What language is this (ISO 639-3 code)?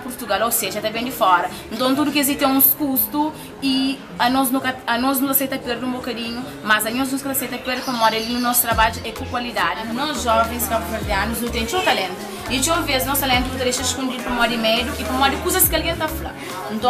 kea